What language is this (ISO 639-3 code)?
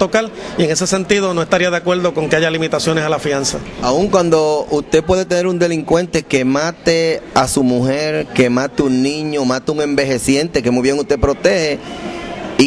spa